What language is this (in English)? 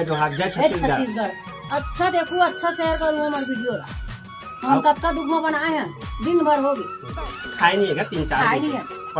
Chhattisgarhi